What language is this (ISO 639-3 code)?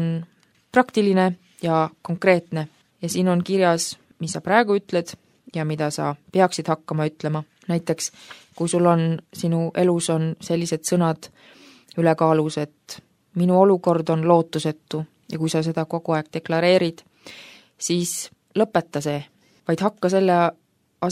est